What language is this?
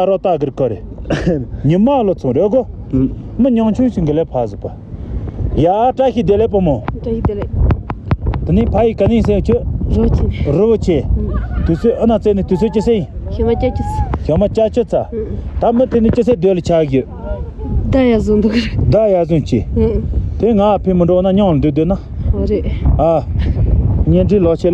Tibetan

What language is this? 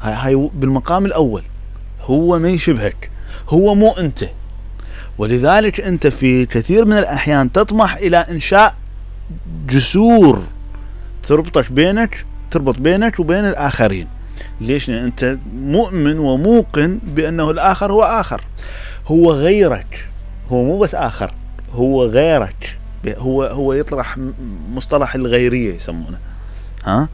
Mesopotamian Arabic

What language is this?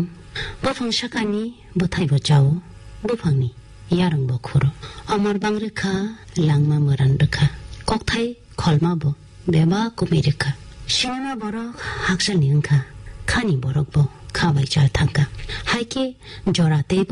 Kok Borok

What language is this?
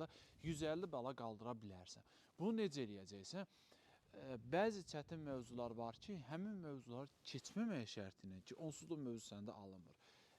Azerbaijani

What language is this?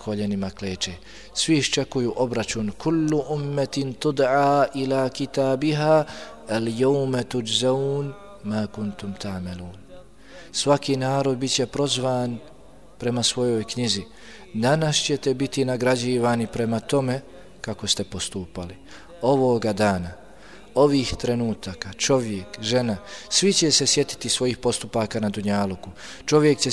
Bosnian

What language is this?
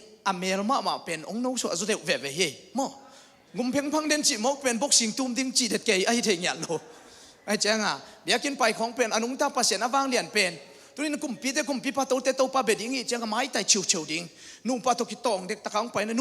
Tedim Chin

